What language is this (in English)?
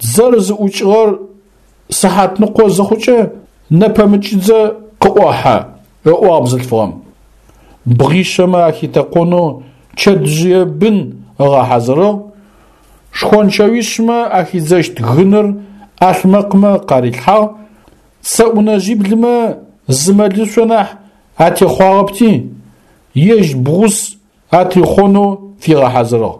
Adyghe